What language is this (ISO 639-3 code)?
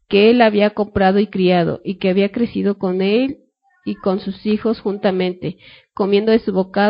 spa